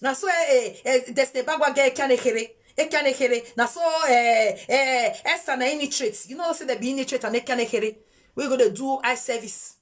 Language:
Nigerian Pidgin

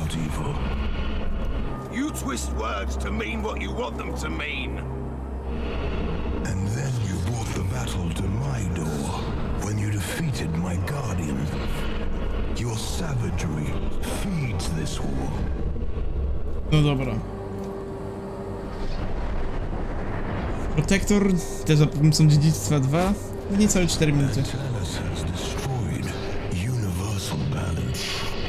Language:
Polish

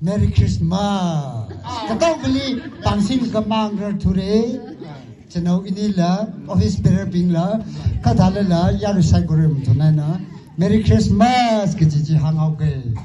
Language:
Tangkhul Naga (India)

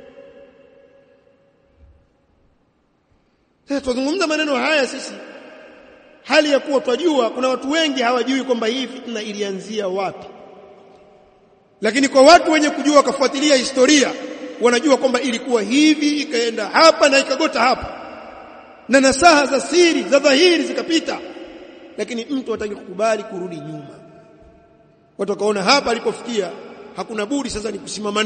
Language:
Swahili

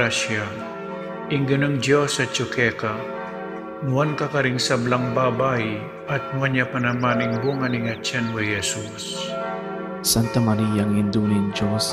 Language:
Pampanga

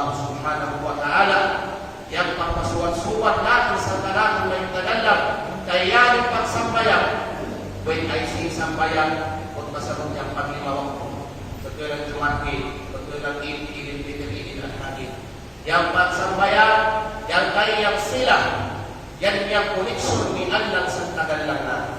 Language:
Kalagan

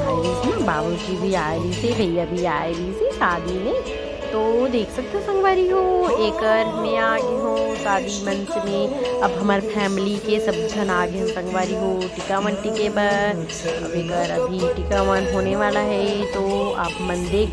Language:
Chhattisgarhi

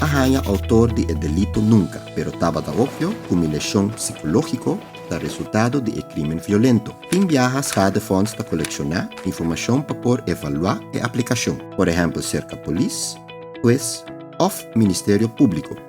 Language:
Papiamento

